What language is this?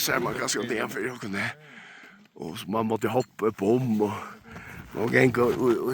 Faroese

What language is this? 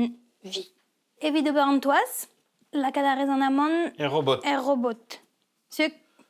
Breton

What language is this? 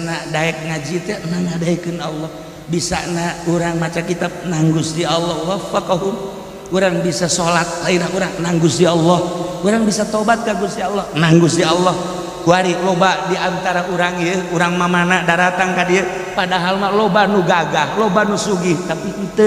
Sundanese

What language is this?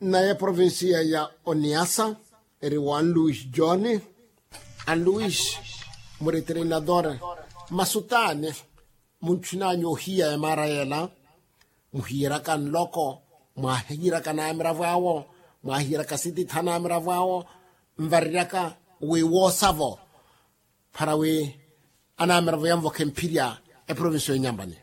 Makhuwa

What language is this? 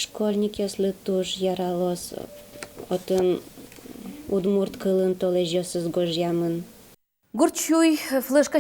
Udmurt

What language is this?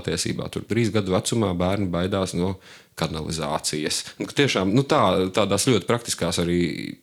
Latvian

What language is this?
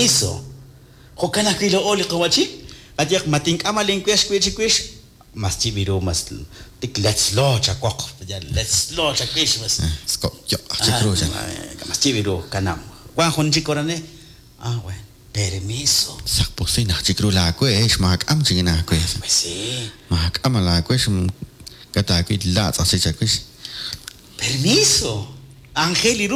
Kekchí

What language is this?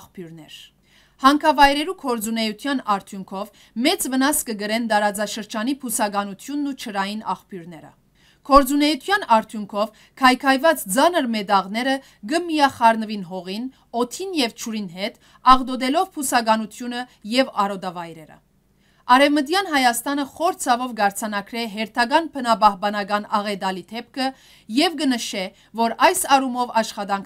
Western Armenian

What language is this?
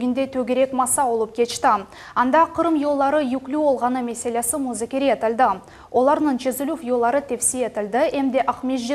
Crimean Tatar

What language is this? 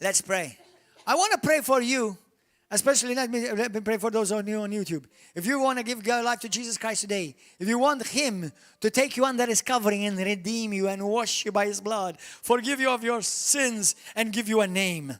English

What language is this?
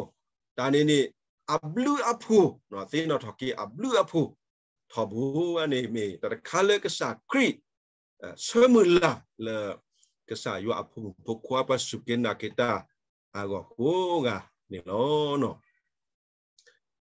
S'gaw Karen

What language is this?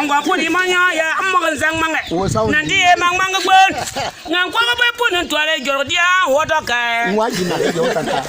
Bimoba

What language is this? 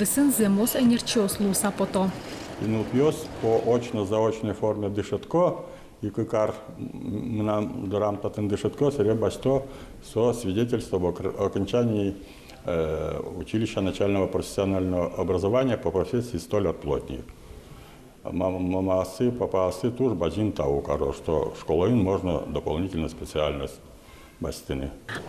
Udmurt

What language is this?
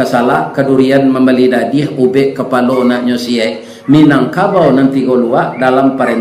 Minangkabau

